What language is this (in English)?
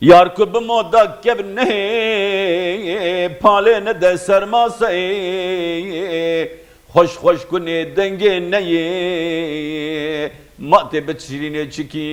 Kurdish